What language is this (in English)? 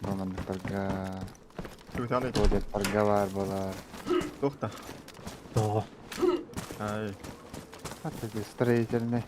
Yakut